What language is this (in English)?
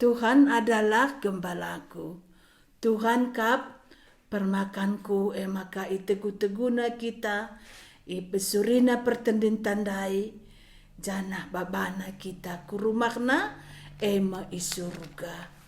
Batak Karo